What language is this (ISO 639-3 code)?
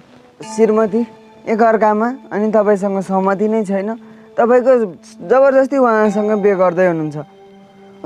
nep